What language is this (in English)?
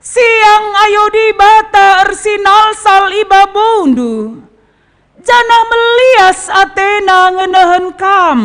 Batak Karo